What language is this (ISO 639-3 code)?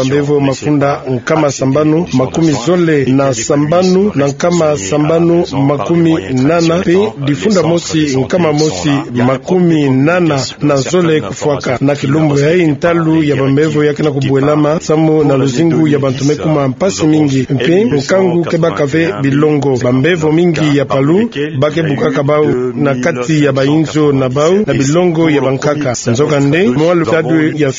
ktu